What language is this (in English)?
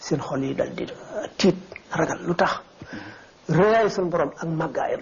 Wolof